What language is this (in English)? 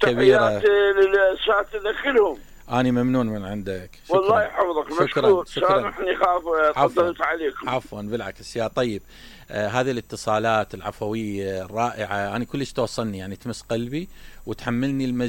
Mesopotamian Arabic